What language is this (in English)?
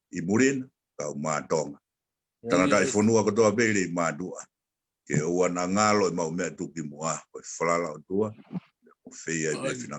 Tongan